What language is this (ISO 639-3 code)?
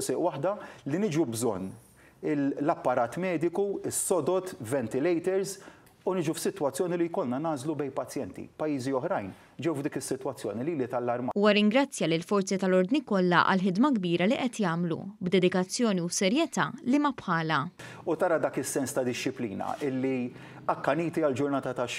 mlt